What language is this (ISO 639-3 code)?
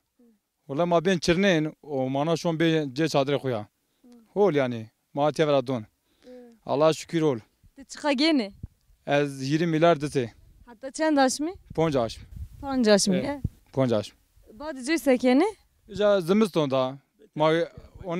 zza